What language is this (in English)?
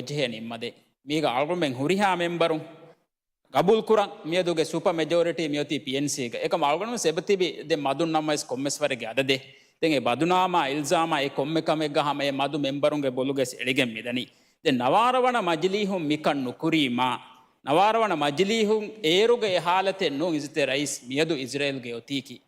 Divehi